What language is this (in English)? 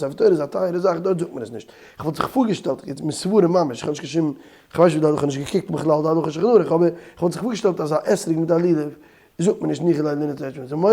Yiddish